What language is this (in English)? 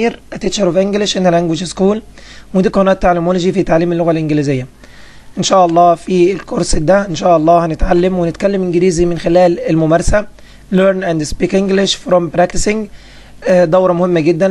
Egyptian Arabic